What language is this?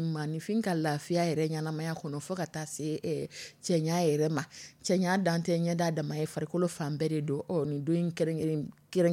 Dyula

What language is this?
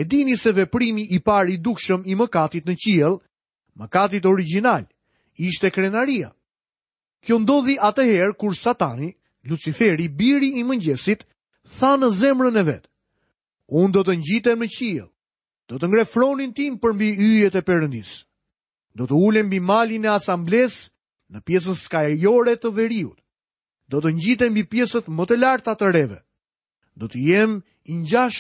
Albanian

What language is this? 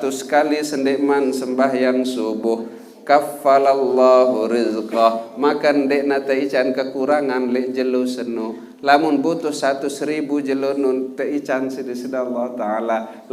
Sasak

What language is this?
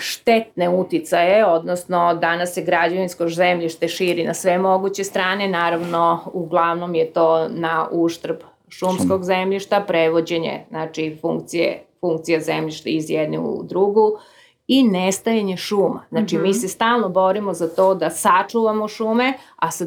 Serbian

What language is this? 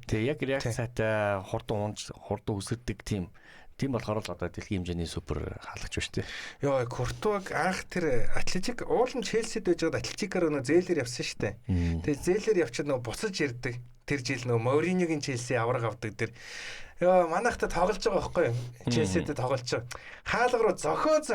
Mongolian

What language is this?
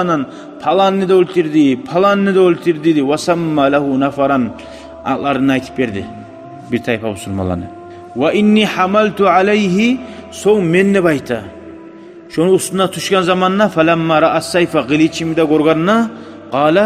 Kumyk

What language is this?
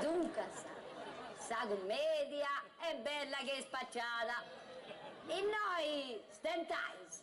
Sardinian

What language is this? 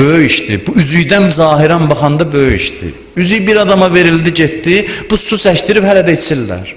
Azerbaijani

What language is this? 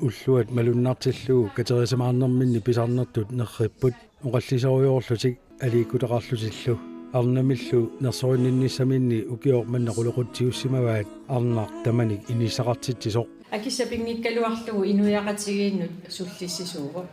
Kalaallisut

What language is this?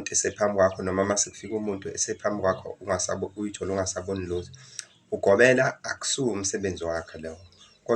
Zulu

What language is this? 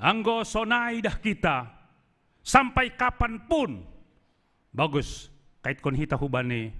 Batak Simalungun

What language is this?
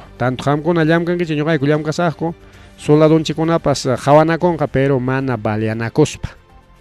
Ayacucho Quechua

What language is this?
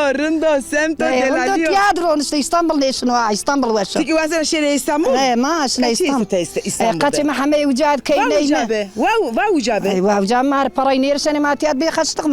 Zaza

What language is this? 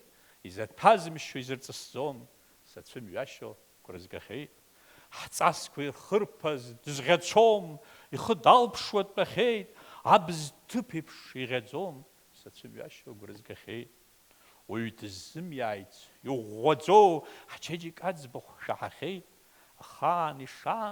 Abkhazian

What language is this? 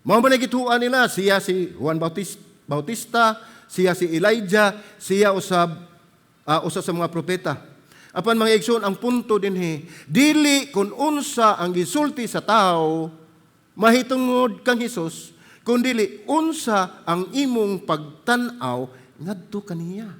Cebuano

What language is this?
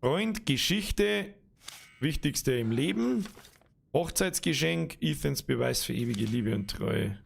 Bavarian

